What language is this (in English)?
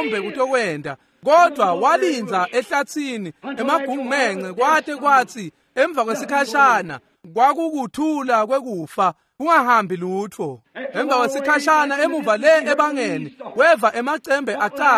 Swati